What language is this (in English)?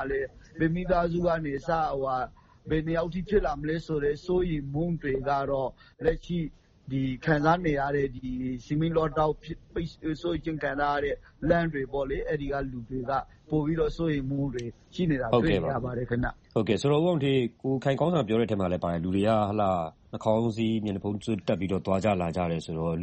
Burmese